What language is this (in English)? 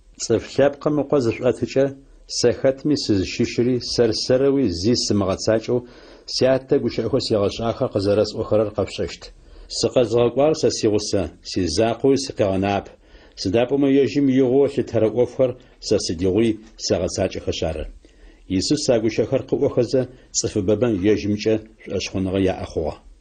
Adyghe